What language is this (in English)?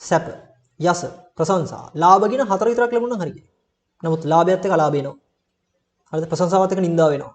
Sinhala